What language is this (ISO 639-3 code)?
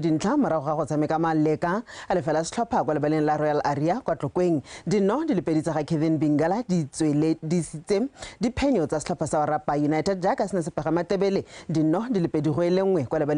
tsn